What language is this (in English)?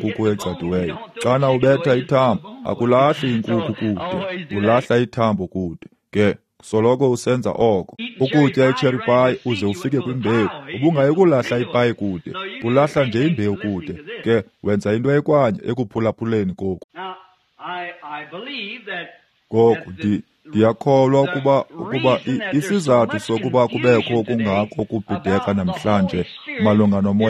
Xhosa